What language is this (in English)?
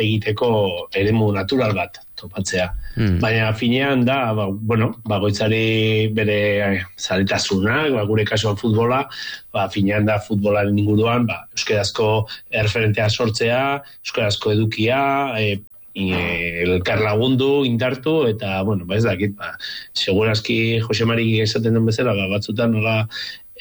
Basque